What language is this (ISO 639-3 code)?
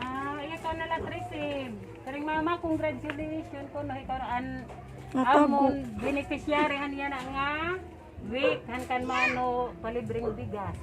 war